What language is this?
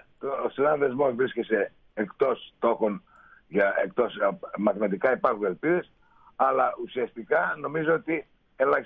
Greek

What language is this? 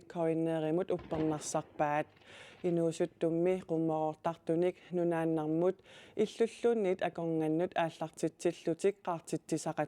Kalaallisut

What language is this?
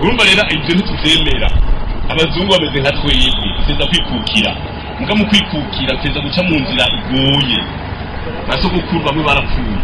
Rundi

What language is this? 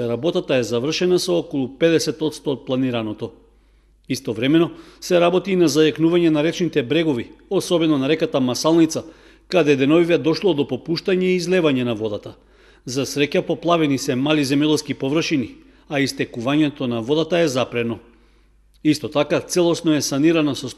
Macedonian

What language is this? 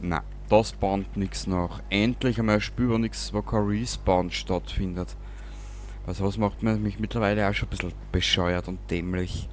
Bavarian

